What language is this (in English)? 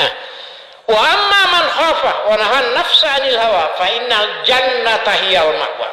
Buginese